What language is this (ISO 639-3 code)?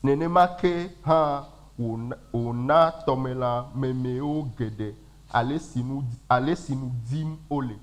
ewe